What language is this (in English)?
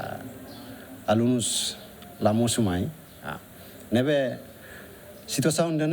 Tetum